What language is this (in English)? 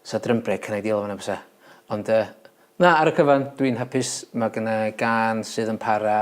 Welsh